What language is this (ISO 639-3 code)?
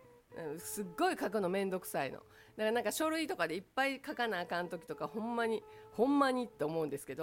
jpn